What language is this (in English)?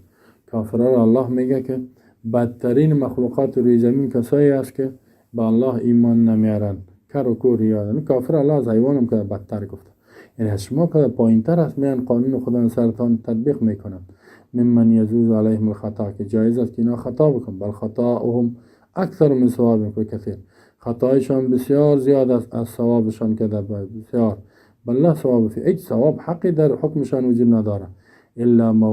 Persian